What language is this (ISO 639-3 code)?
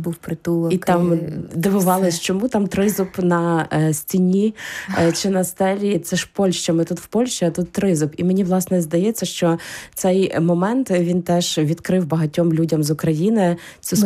ukr